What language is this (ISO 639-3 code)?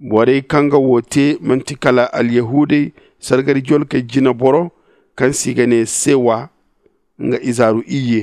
dje